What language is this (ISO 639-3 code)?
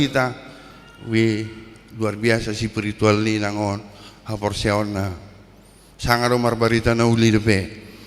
bbc